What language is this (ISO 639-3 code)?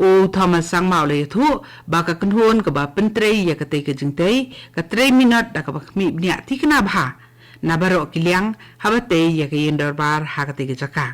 kha